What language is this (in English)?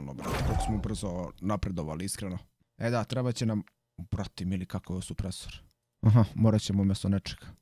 Croatian